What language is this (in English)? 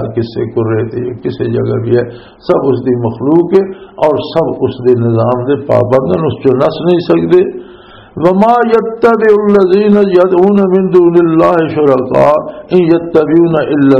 Western Panjabi